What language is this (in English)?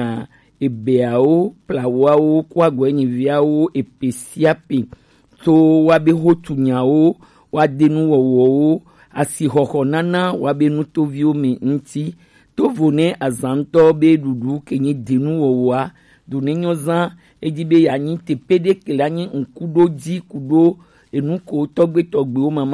Gen